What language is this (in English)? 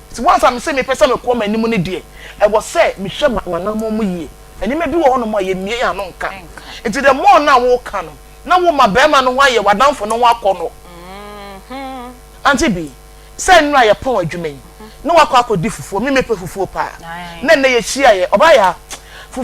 Akan